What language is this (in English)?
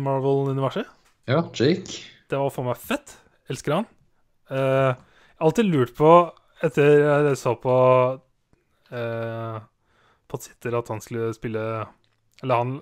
Norwegian